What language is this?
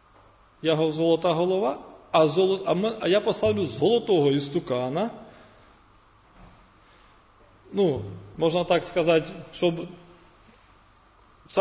Ukrainian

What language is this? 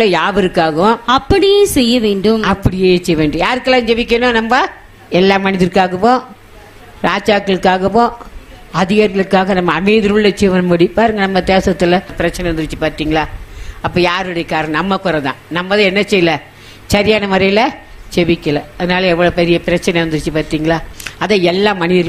Tamil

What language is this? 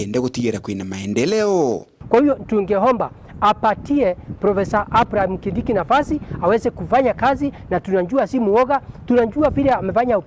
Meru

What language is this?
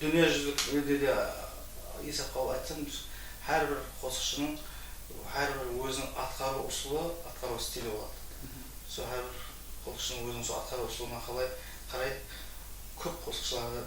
Kara-Kalpak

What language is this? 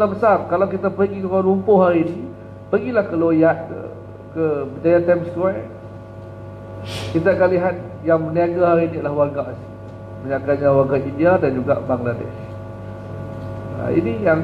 Malay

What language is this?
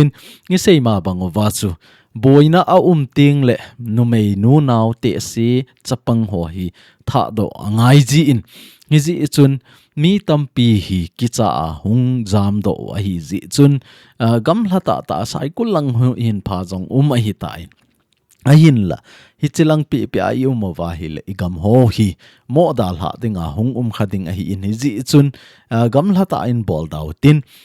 Thado Chin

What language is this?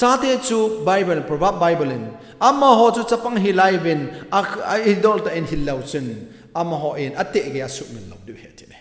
Thado Chin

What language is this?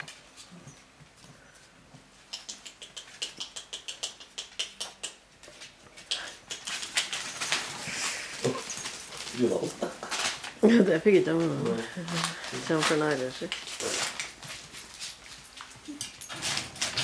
Norwegian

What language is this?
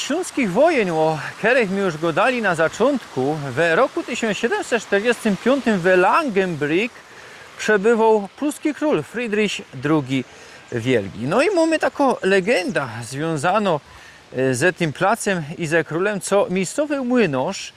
Silesian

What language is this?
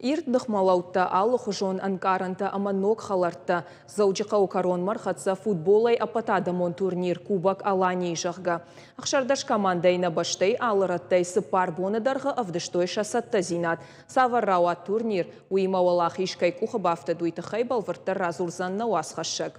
Ossetic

